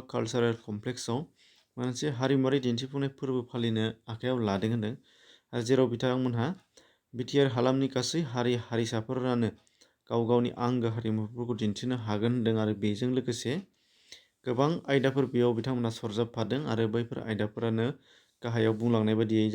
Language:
Bodo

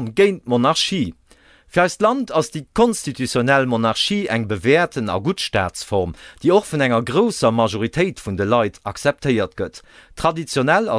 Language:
Luxembourgish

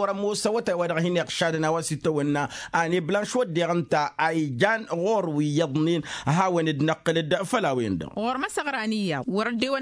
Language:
Tamasheq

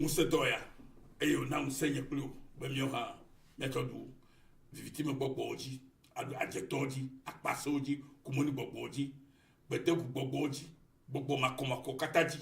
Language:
Ewe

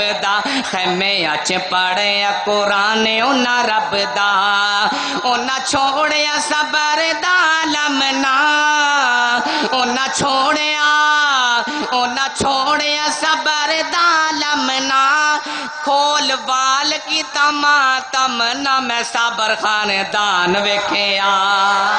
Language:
Western Panjabi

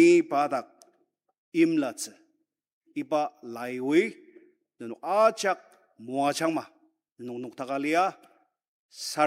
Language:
Ao Naga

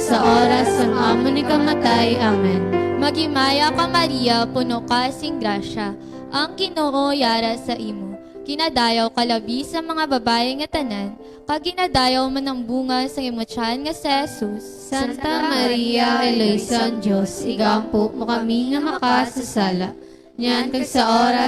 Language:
Hiligaynon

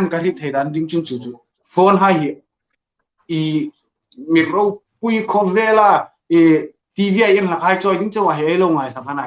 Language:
Hmar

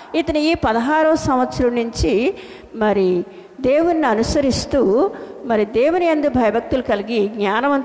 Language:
Telugu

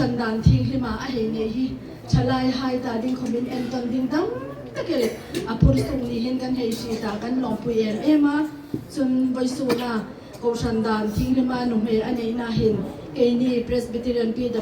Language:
Hmar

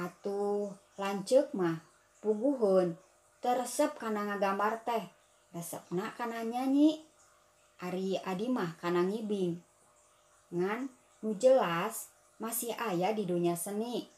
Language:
Sundanese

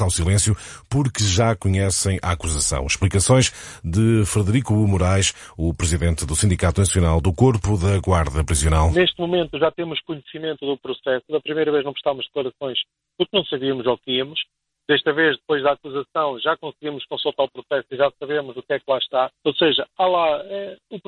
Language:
Portuguese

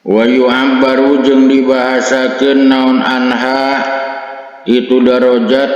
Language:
Sundanese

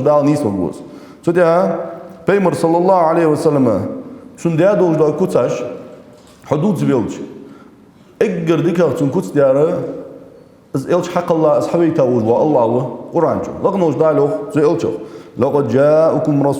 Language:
Ingush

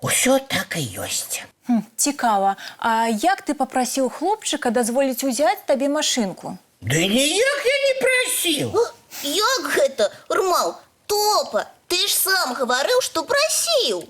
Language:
Belarusian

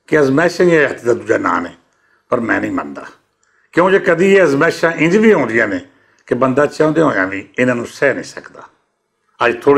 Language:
Western Panjabi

